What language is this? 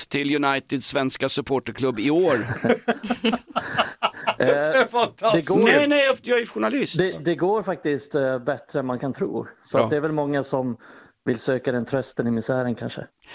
Swedish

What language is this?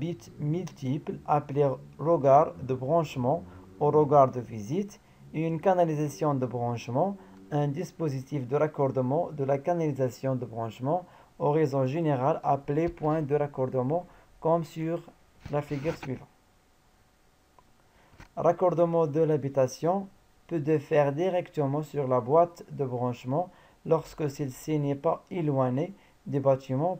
French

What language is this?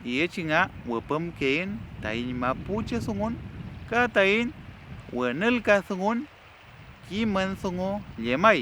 Mapuche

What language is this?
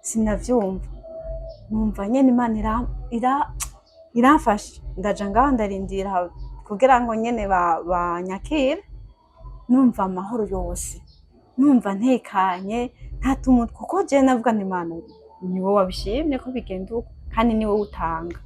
Rundi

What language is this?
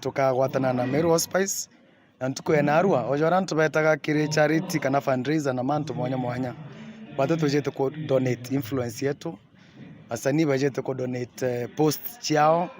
Meru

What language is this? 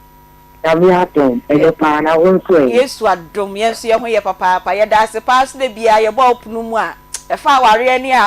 Akan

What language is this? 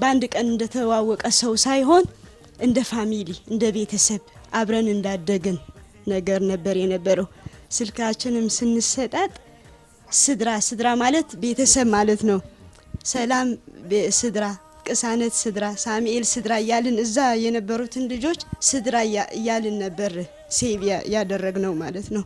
Amharic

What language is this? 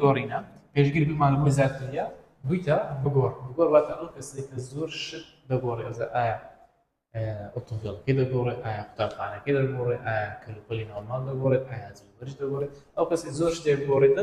Central Kurdish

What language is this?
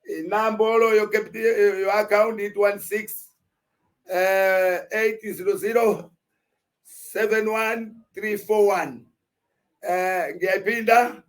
Zulu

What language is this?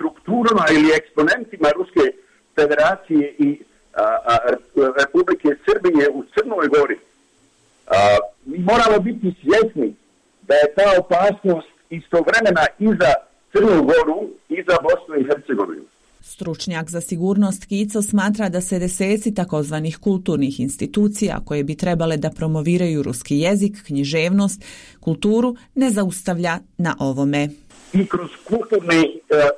Bosnian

